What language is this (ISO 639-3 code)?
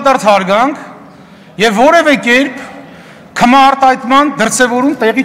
hye